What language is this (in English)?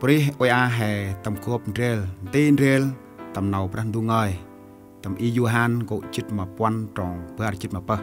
Central Mnong